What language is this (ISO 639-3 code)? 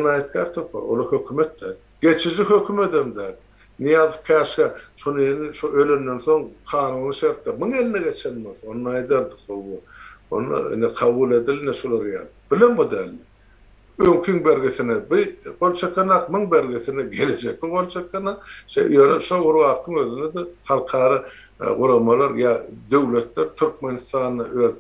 tuk